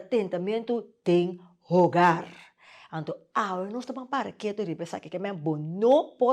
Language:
Papiamento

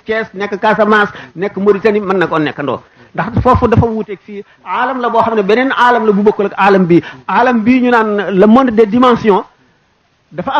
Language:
Wolof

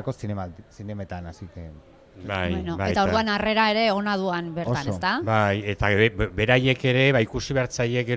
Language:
Basque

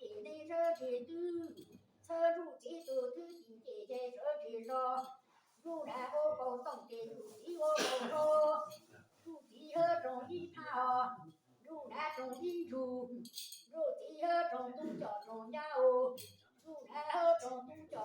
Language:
Hmong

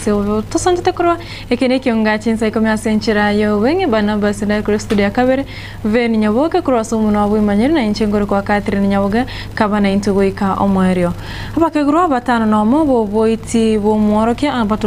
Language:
Gusii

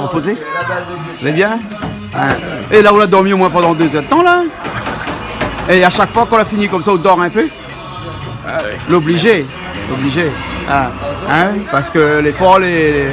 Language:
Réunion Creole French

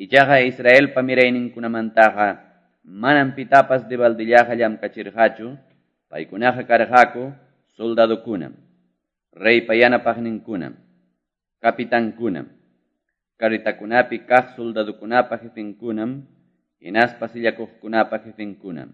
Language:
Quechua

